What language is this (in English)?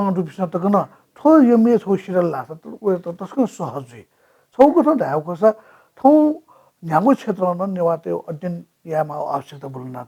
Newari